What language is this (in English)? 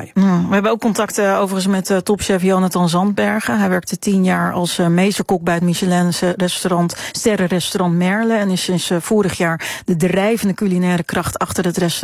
Dutch